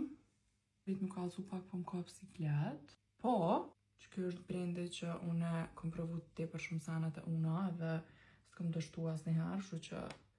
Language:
Albanian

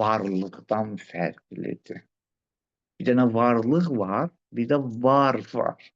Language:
Azerbaijani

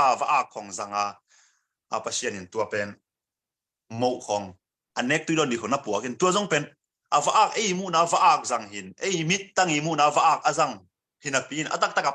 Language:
Tedim Chin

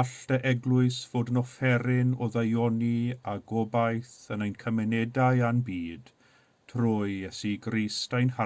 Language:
Welsh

